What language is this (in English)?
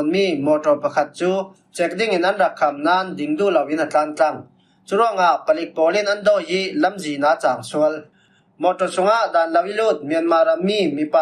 Falam Chin